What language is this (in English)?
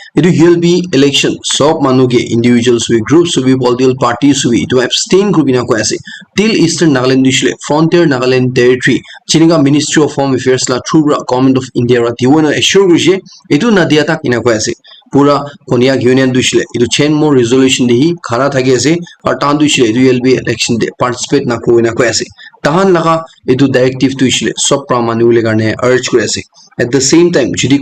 Naga Pidgin